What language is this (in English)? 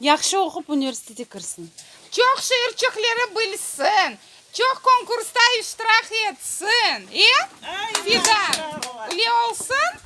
Crimean Tatar